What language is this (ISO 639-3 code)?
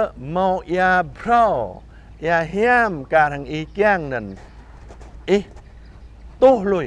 jra